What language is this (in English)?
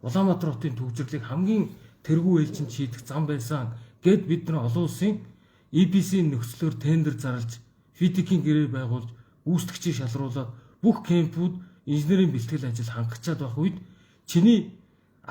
Mongolian